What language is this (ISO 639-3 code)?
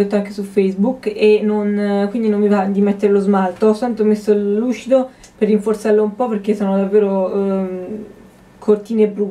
ita